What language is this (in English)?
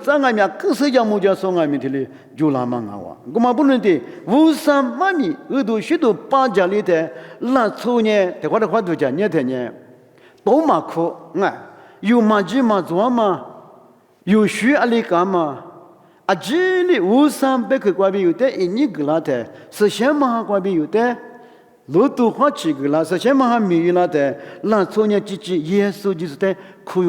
Lisu